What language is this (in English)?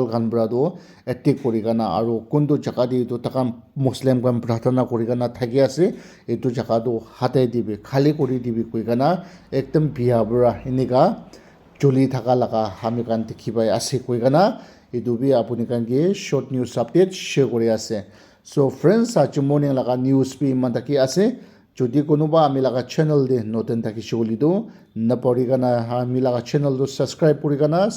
Naga Pidgin